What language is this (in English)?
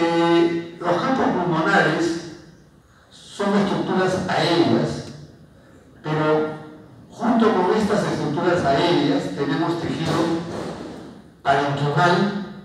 Spanish